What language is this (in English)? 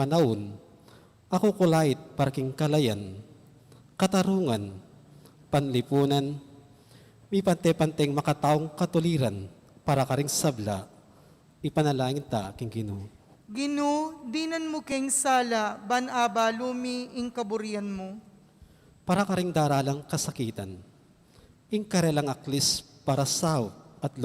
Pampanga